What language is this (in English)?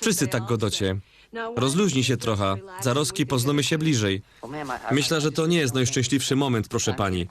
Silesian